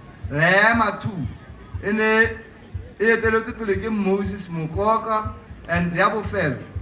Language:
Tswana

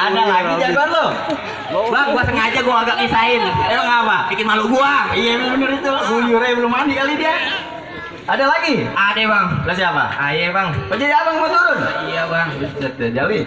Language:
Betawi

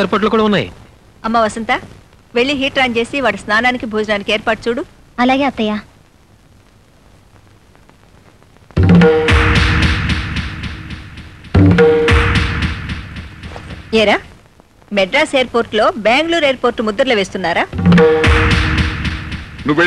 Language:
Telugu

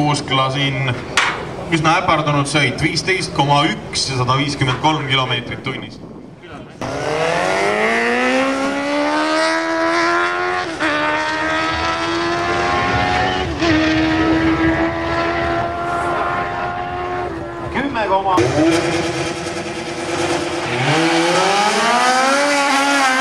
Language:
Estonian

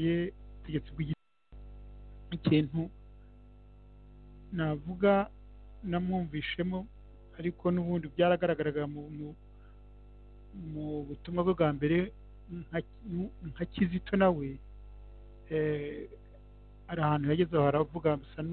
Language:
Kinyarwanda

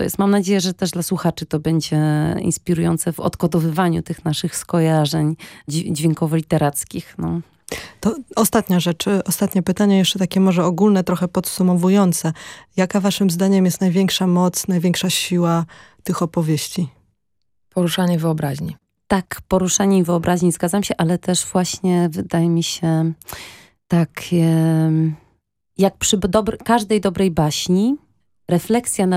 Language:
Polish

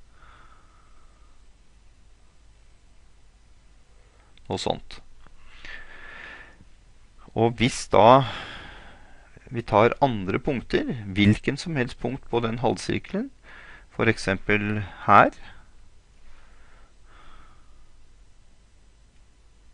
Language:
Norwegian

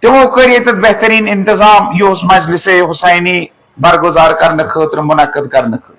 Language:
Kashmiri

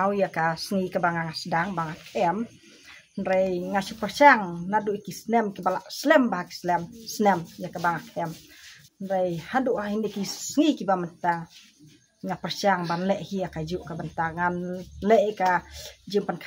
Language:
Khasi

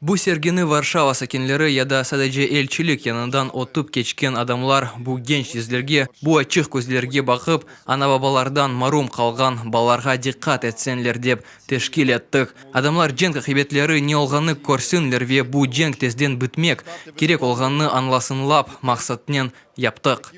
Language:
Crimean Tatar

